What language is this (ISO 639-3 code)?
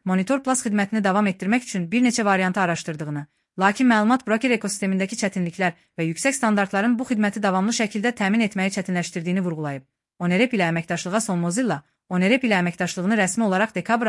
aze